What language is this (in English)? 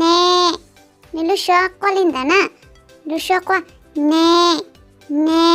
Hmong